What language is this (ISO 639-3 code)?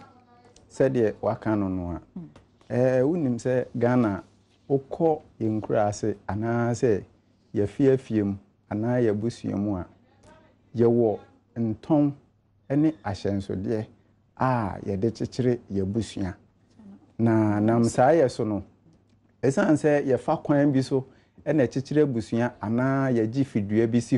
aka